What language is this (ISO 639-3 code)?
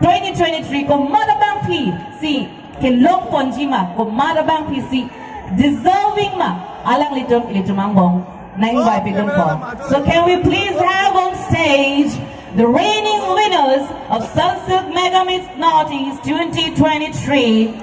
mjw